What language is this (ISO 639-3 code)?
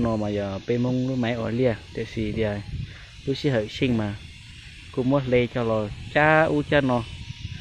hmn